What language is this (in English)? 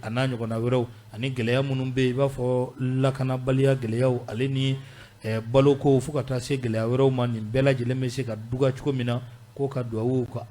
Bambara